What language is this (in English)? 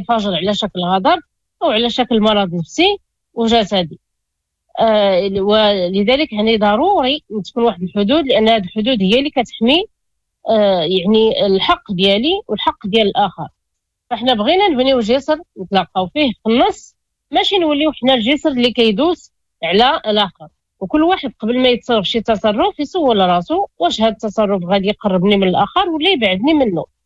Moroccan Arabic